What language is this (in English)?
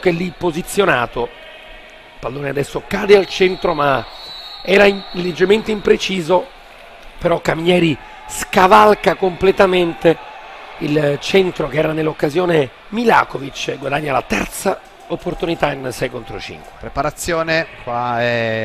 Italian